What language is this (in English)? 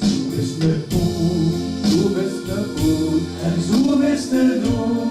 Limburgish